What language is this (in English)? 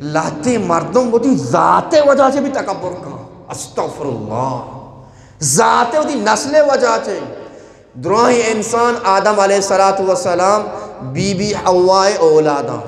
Eastern Balochi